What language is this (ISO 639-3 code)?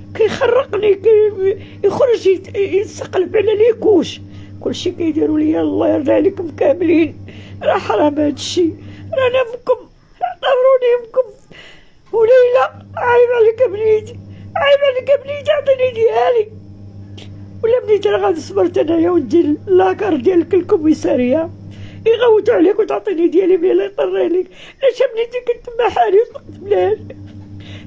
ary